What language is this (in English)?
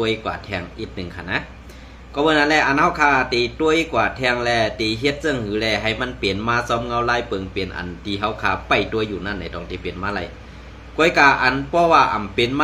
Shan